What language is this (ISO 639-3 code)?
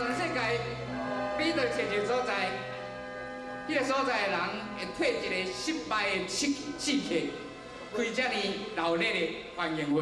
nan